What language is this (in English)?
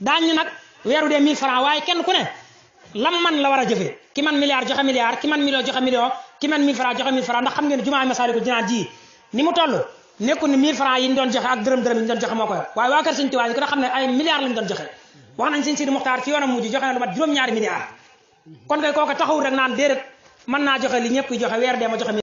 Wolof